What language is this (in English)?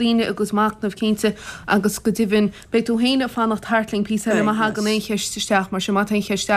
Irish